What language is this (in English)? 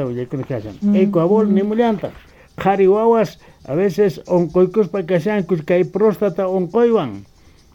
Quechua